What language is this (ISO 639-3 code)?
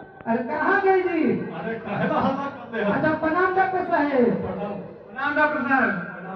mag